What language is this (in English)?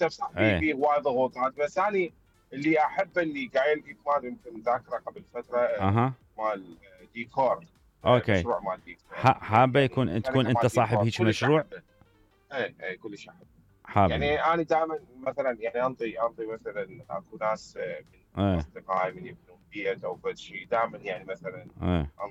Mesopotamian Arabic